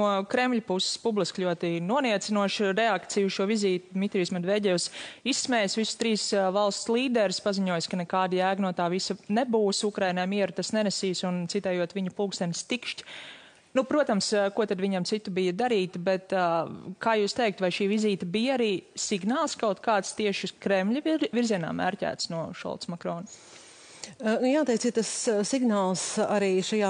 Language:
Latvian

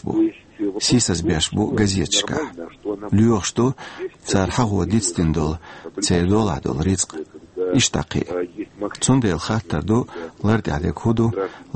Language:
Chechen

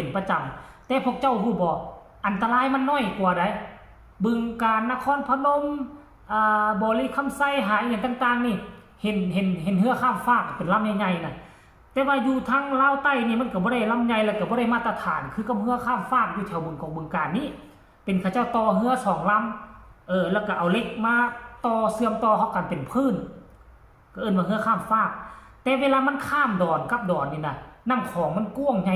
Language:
Northeastern Thai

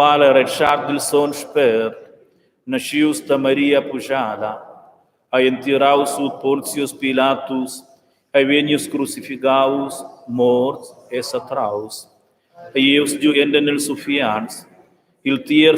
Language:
Romansh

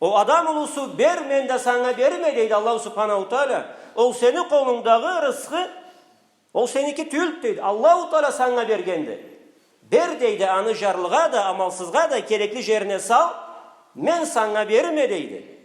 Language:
Karachay-Balkar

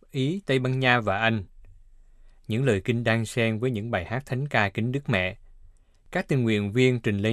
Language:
Vietnamese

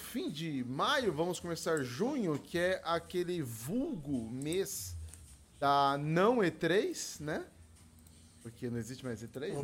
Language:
Portuguese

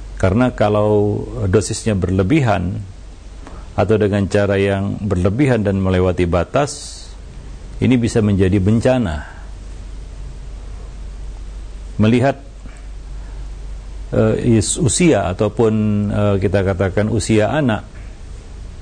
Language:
Indonesian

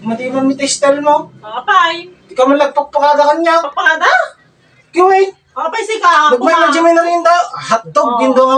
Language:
Iloko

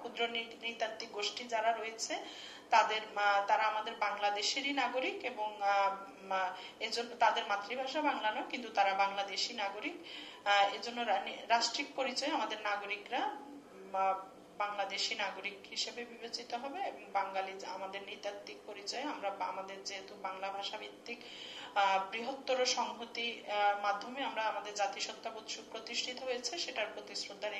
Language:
Bangla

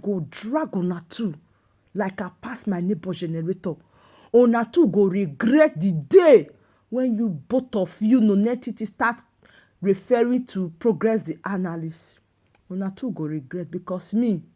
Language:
Nigerian Pidgin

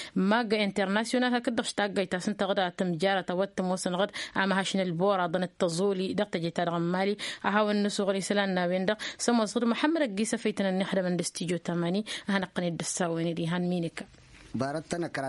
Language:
Tamasheq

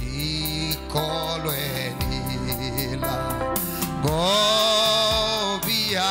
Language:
Kamba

